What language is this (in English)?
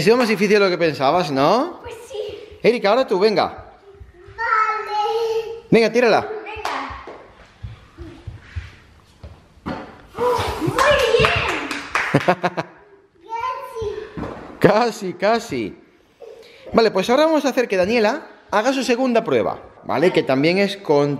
Spanish